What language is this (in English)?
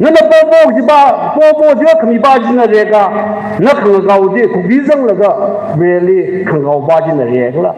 Tangkhul Naga (India)